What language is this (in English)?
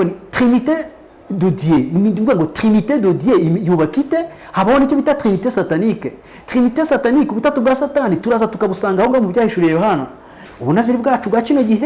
Kinyarwanda